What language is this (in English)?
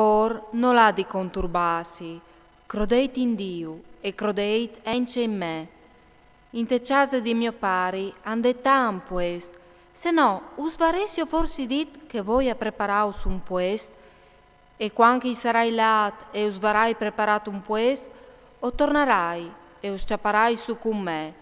Friulian